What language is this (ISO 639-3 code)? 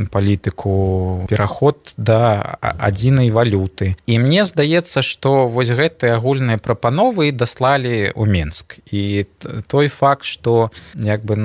bel